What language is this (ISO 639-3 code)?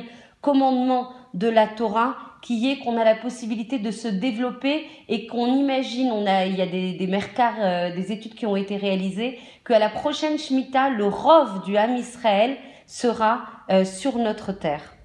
fra